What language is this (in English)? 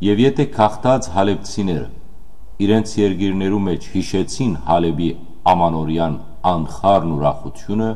Western Armenian